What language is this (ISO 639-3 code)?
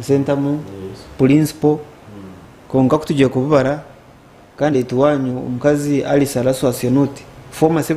nyn